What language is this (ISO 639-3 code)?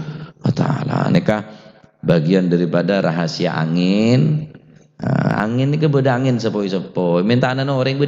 mad